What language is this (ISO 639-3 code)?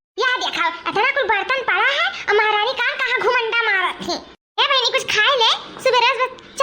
awa